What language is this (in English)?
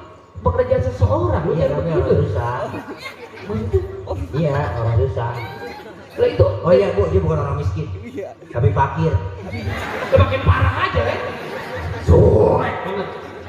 Betawi